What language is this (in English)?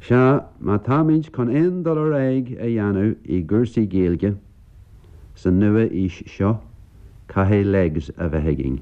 Irish